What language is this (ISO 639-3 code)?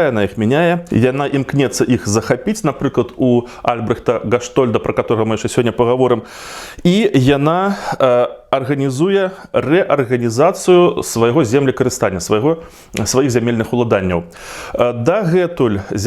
bel